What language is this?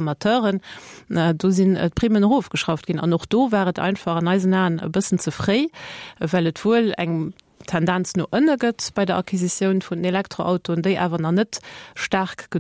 Luxembourgish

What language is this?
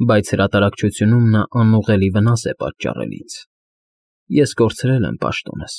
Armenian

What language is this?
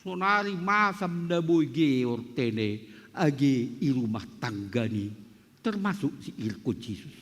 Batak Simalungun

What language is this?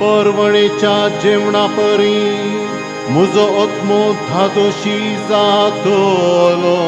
Konkani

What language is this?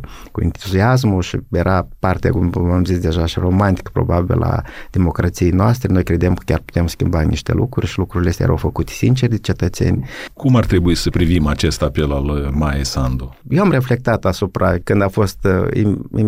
Romanian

